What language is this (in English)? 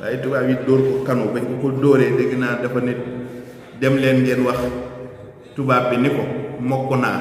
Wolof